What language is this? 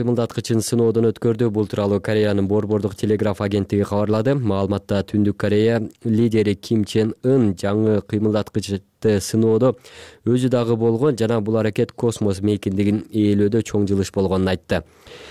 Kyrgyz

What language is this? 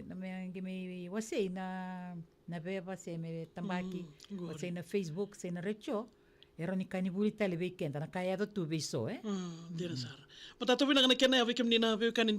Fijian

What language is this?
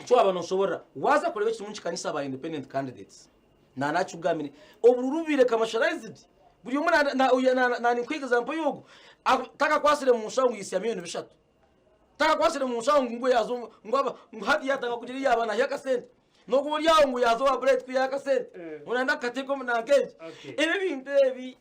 Nyankole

